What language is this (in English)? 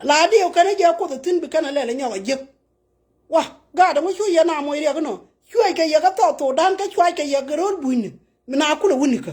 Nuer